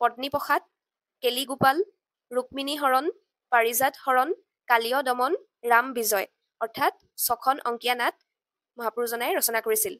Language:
Assamese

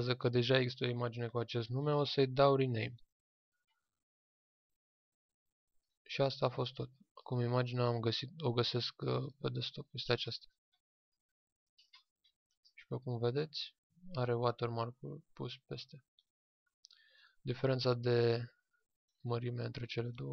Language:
Romanian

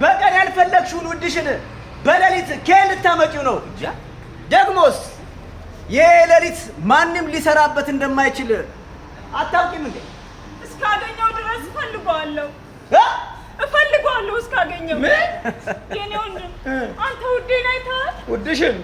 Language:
Amharic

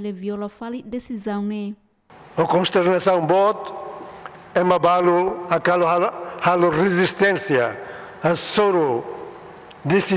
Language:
Tetum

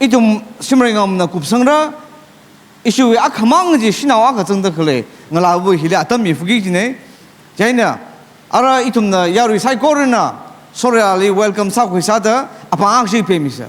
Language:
Tangkhul Naga (India)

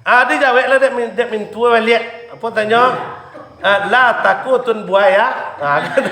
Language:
Minangkabau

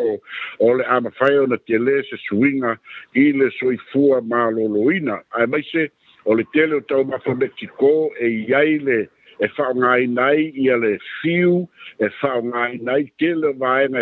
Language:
Samoan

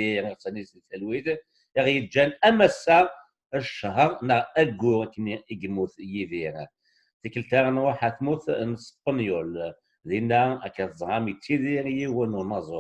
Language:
Kabyle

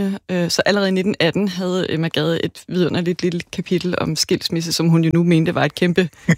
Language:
Danish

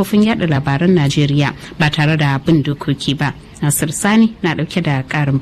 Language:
Hausa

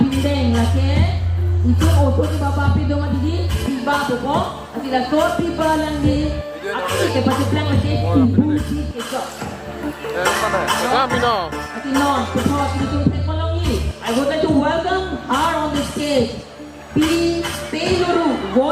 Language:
Karbi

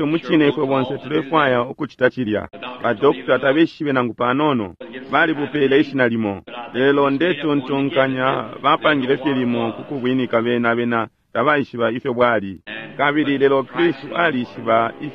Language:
Bemba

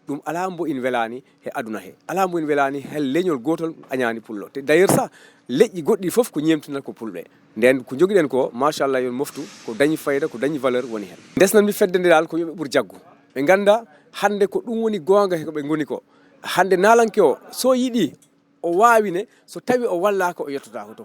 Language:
Fula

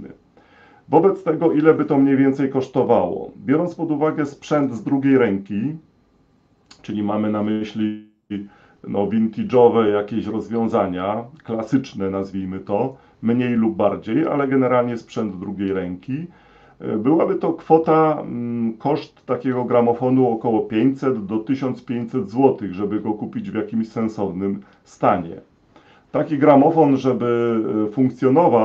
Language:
Polish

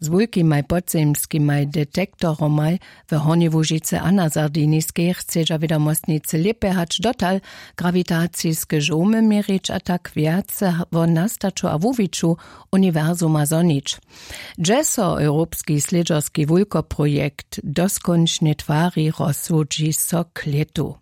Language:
Upper Sorbian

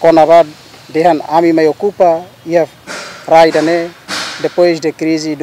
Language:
Tetum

